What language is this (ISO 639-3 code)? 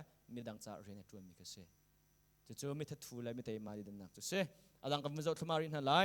cnh